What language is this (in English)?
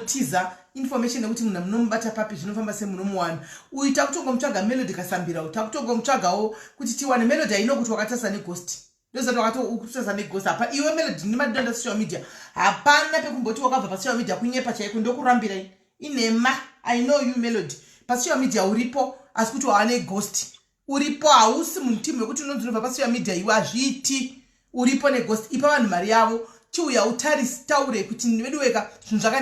Shona